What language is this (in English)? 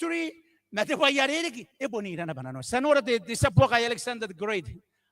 Gilbertese